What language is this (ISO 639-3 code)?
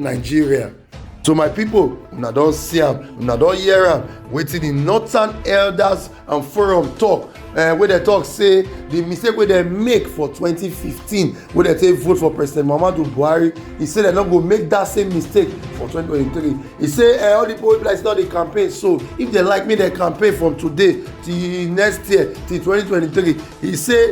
pcm